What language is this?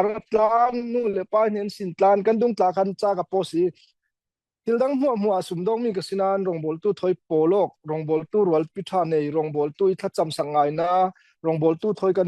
Falam Chin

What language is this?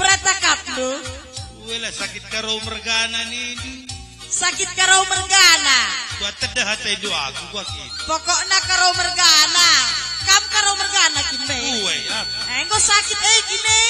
Batak Karo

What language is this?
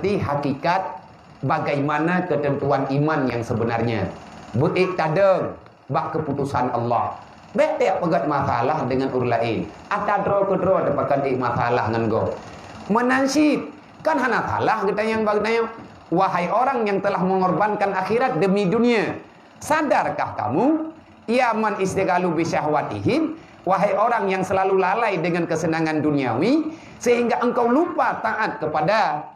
Achinese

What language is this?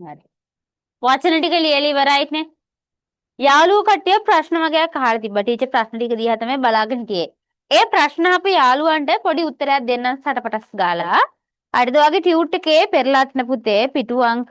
Sinhala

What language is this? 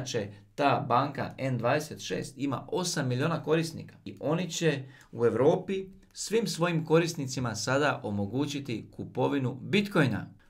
Croatian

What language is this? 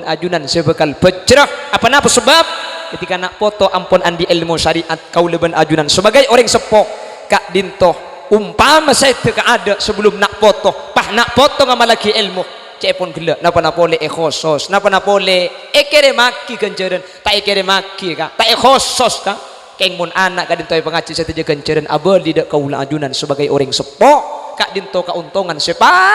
Madurese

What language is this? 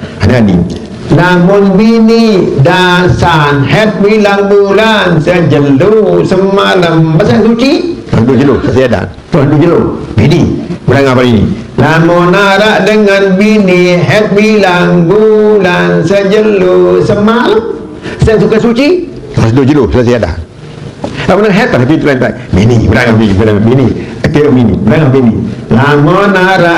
Sasak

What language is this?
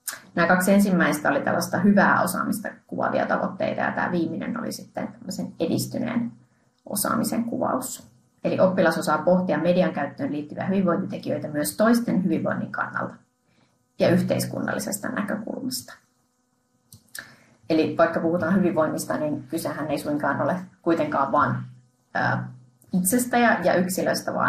Finnish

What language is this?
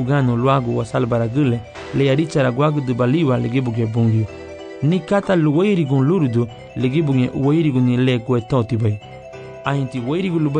Garifuna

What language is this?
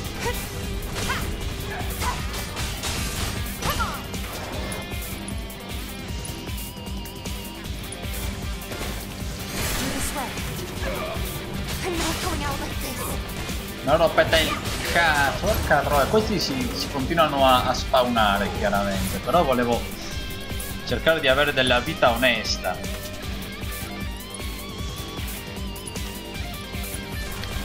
Italian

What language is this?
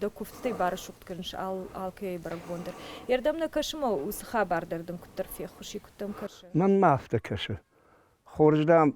Ossetic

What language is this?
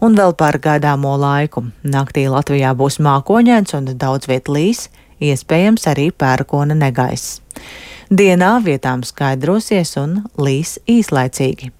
Latvian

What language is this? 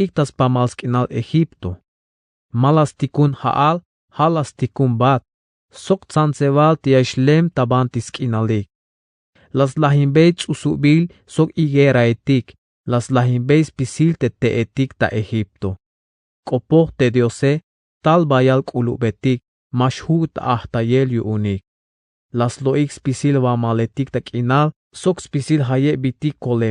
Tzeltal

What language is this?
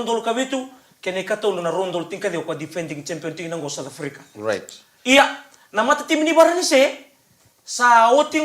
Fijian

